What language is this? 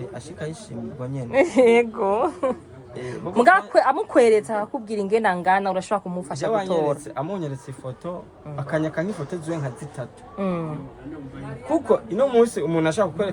Rundi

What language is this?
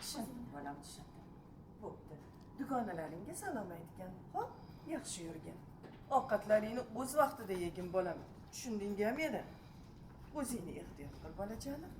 Uzbek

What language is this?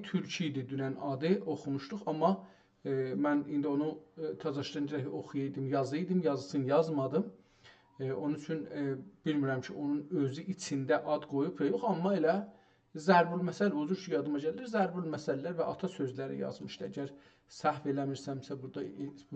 South Azerbaijani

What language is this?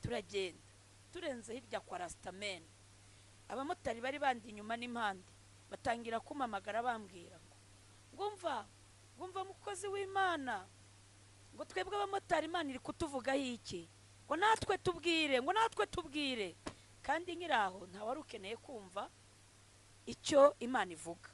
Kinyarwanda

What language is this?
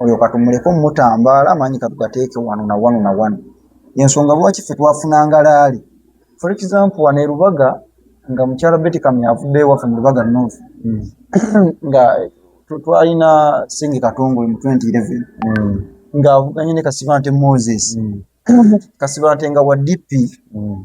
Ganda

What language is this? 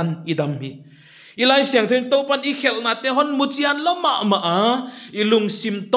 Paite Chin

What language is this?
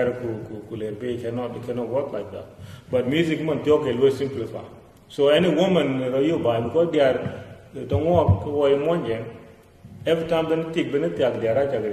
Dinka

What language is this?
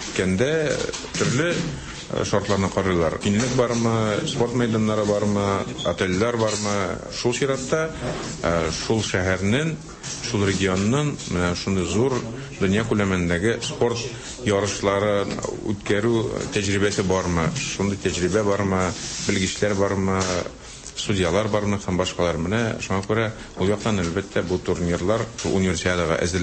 Tatar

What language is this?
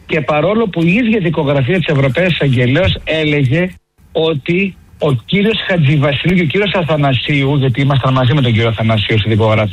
Greek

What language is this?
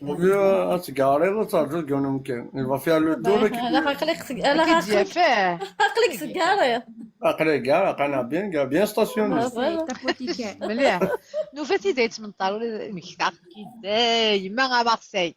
Kabyle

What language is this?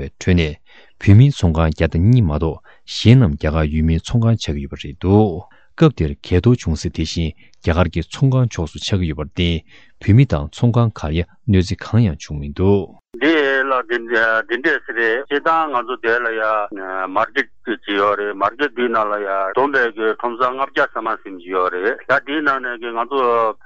Tibetan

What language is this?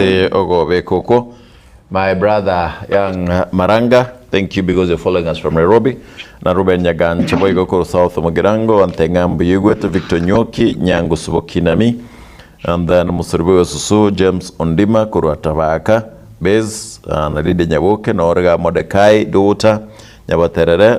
Gusii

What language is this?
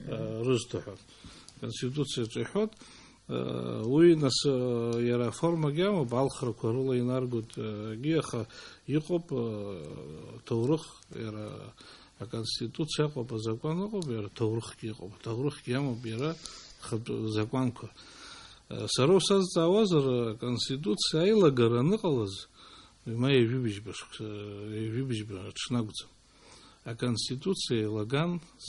Abkhazian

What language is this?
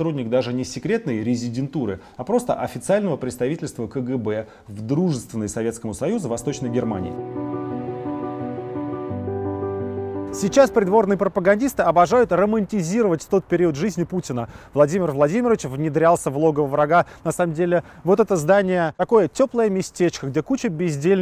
Russian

